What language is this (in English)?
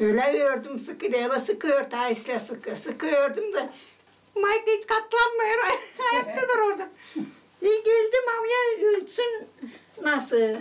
Gagauz